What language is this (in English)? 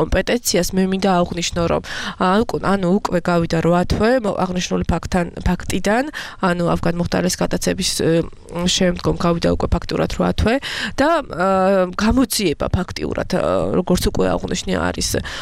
Georgian